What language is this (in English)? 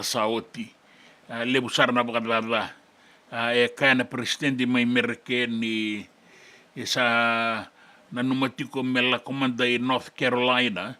Fijian